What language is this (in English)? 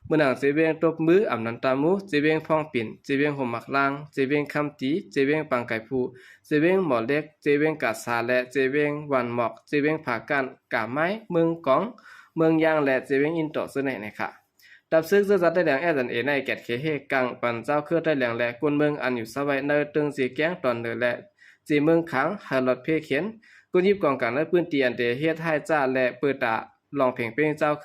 Shan